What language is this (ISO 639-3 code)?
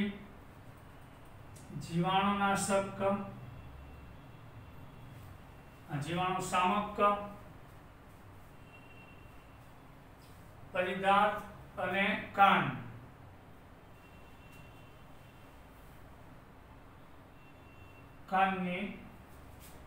guj